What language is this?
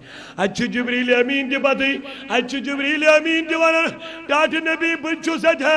Kashmiri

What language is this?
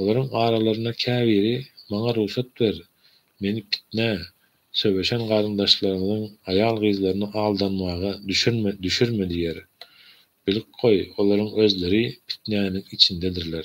Turkmen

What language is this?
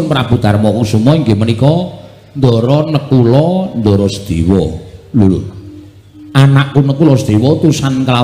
Javanese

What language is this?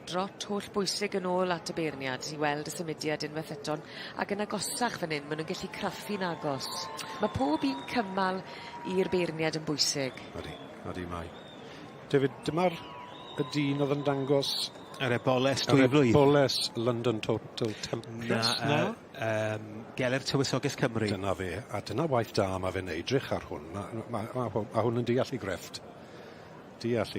Welsh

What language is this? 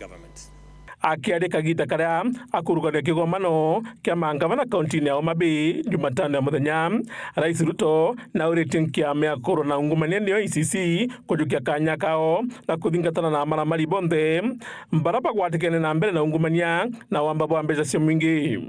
Meru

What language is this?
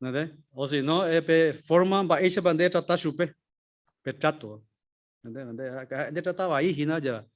Guarani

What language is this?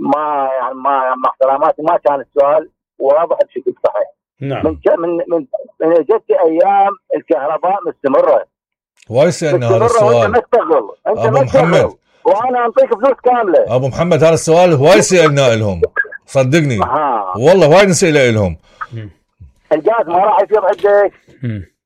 Mesopotamian Arabic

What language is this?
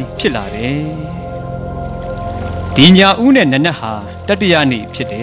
Burmese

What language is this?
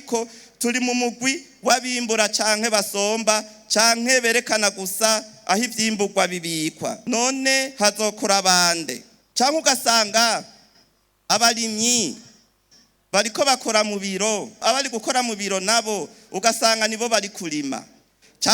Rundi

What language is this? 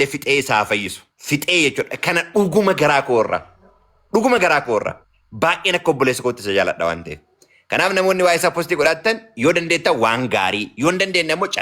Oromo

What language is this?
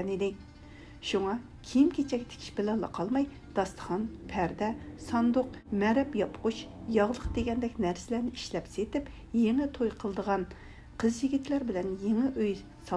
Uyghur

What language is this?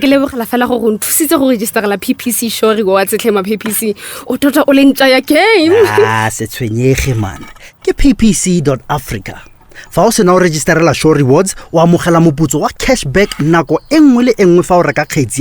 Tswana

